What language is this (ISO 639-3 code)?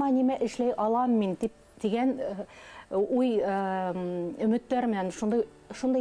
bak